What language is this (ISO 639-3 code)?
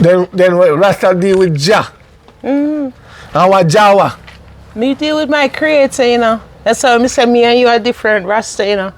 jam